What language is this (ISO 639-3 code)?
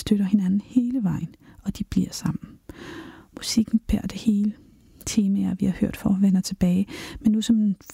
dan